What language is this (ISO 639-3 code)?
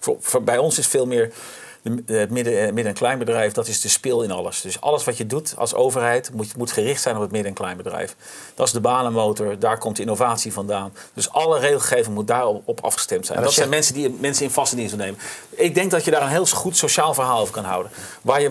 nld